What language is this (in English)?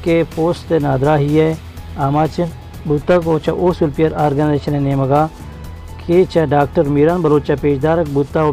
Baluchi